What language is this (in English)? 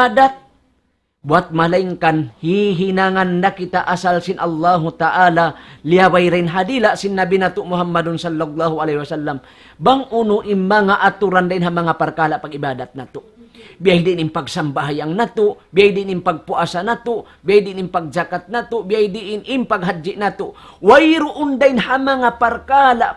Tausug